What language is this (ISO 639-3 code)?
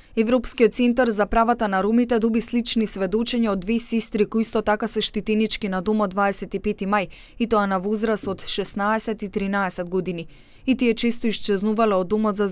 mkd